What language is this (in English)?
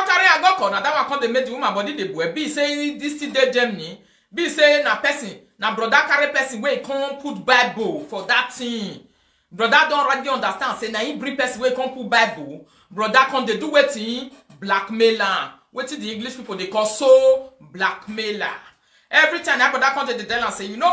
Nigerian Pidgin